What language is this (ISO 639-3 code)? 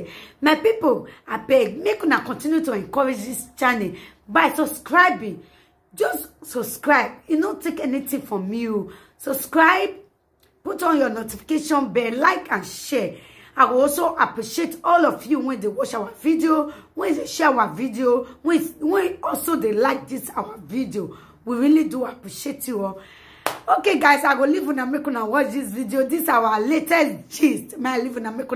pcm